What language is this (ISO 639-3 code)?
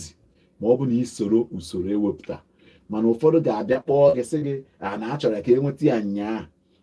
ibo